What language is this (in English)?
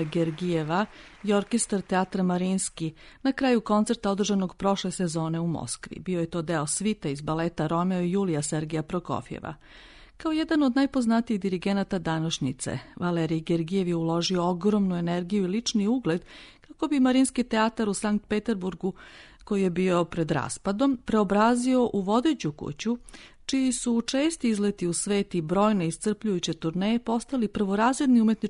Serbian